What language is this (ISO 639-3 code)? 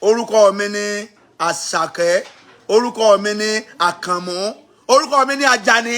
yor